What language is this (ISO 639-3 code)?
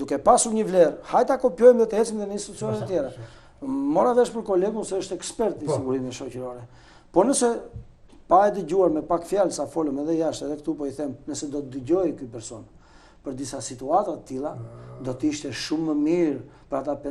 sqi